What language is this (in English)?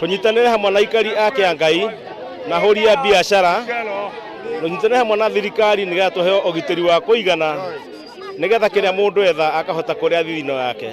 Kikuyu